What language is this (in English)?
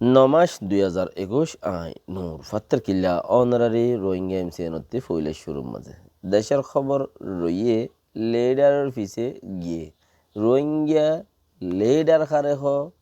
Rohingya